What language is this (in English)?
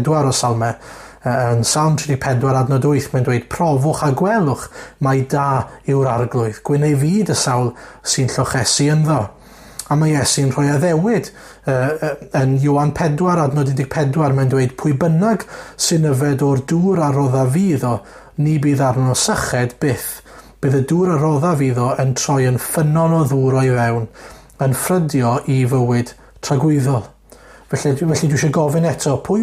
Welsh